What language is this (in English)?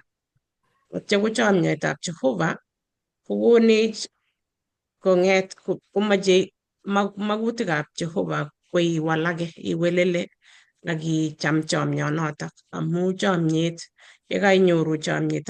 Kalenjin